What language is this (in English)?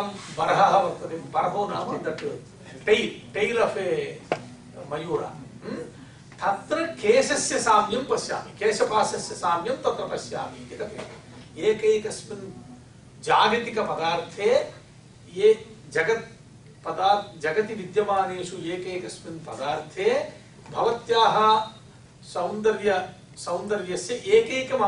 Sanskrit